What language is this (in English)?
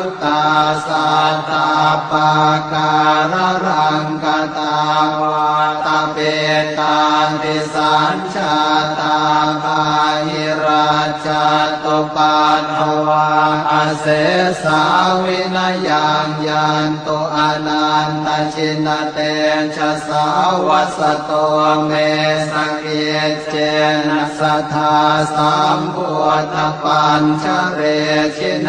Pali